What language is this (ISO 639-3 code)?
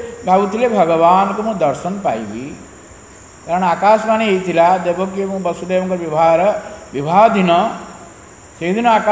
ori